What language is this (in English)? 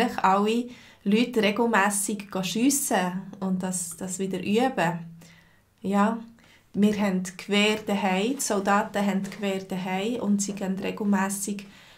Swiss German